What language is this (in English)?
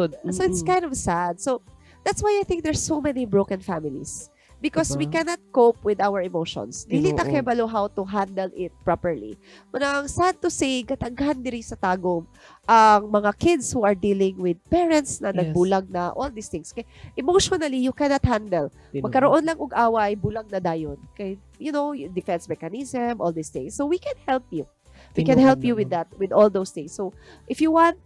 Cebuano